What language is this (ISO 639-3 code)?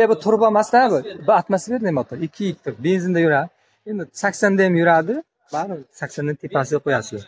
uzb